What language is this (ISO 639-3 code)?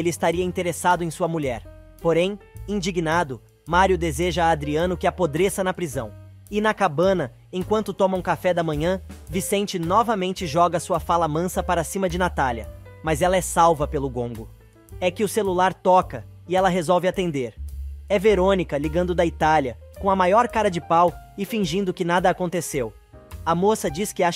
por